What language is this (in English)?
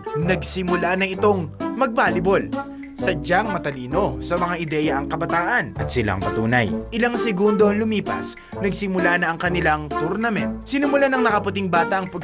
Filipino